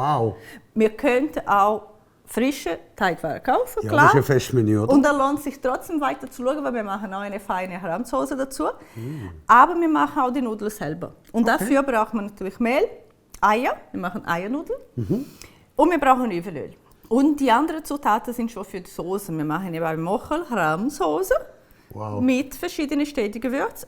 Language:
Swiss German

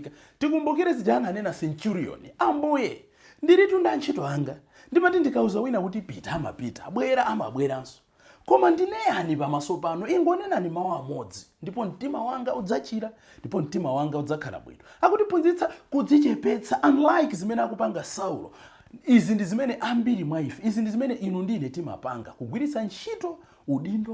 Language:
Nyanja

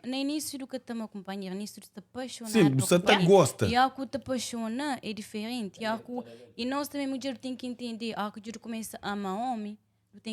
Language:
Kabuverdianu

